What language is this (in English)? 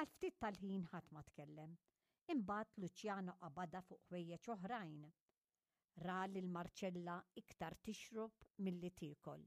Maltese